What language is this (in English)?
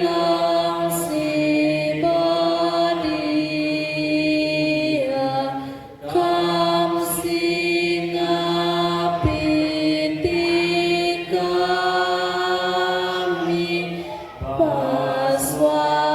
Batak Karo